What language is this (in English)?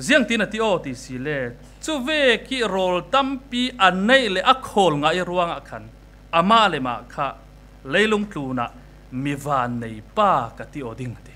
Falam Chin